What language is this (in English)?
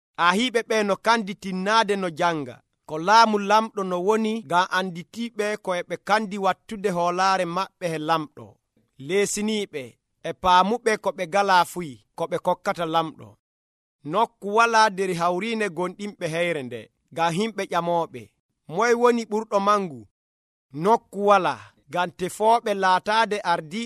Nigerian Fulfulde